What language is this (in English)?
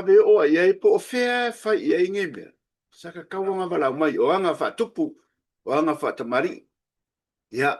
Samoan